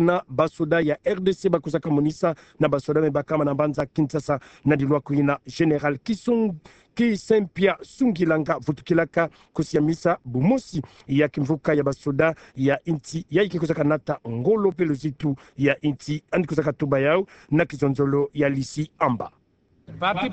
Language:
Kituba (Democratic Republic of Congo)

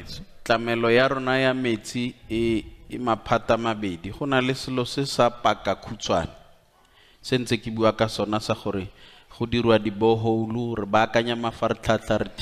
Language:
Tswana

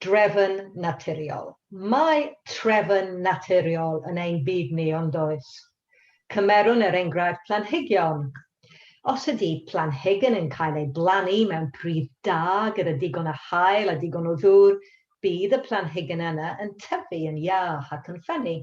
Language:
Welsh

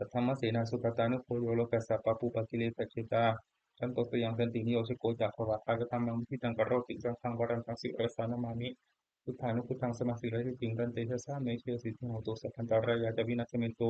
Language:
Pali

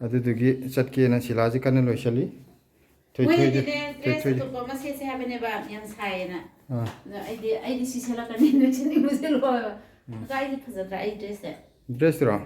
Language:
Manipuri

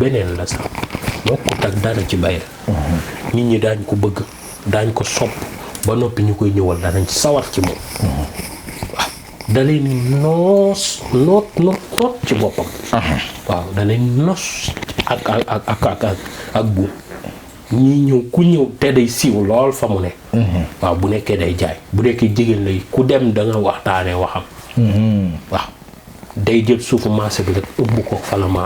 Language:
Wolof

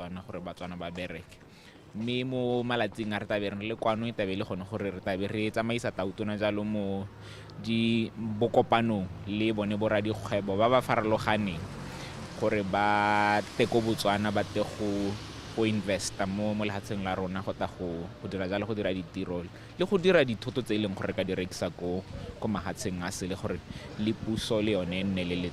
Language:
Tswana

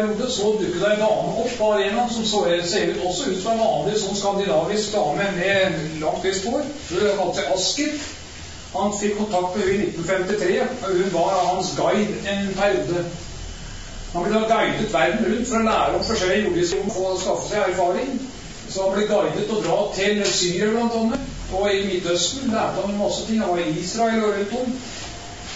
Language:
Norwegian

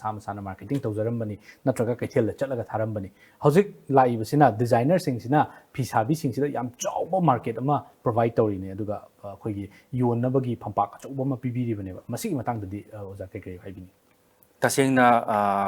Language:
Manipuri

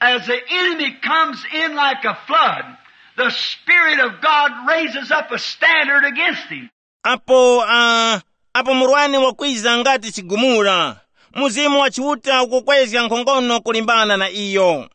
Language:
Tumbuka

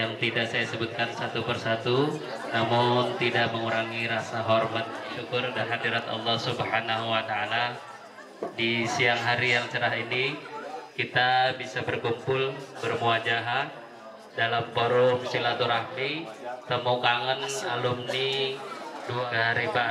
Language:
Indonesian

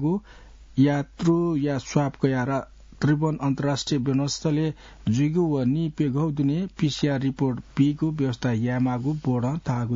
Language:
Newari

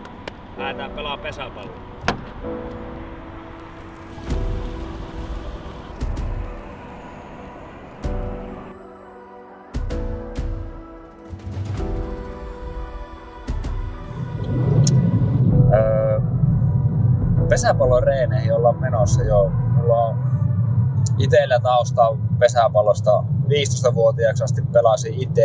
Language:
Finnish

